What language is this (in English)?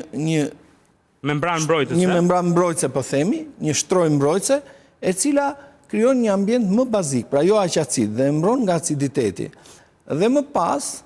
Albanian